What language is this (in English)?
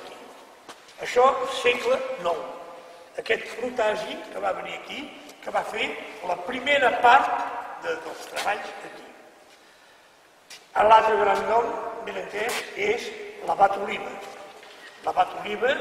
Catalan